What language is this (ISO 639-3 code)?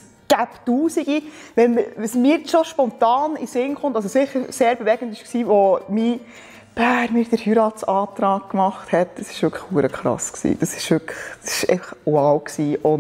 gsw